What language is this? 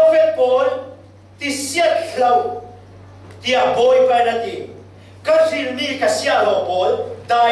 Falam Chin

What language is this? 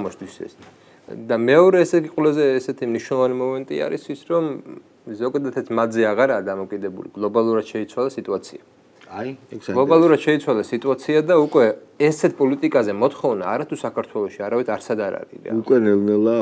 Georgian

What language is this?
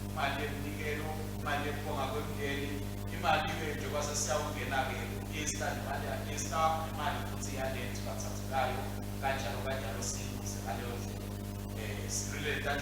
Swati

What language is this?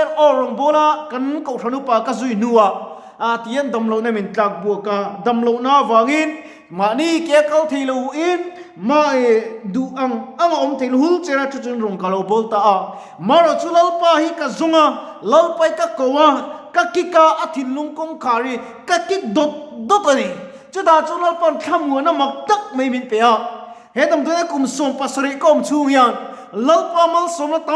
Mizo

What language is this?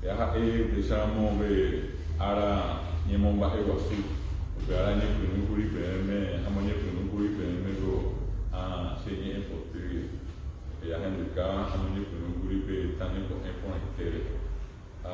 Guarani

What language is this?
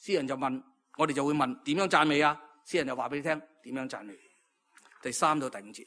Cantonese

